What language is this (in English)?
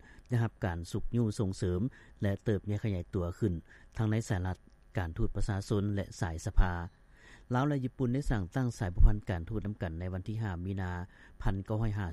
Lao